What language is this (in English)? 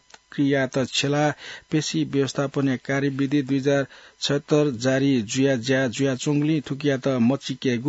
Newari